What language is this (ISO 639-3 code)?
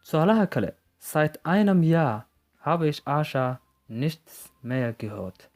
som